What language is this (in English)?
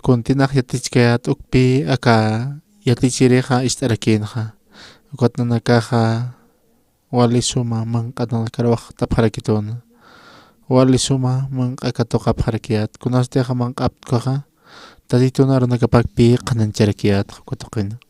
Aymara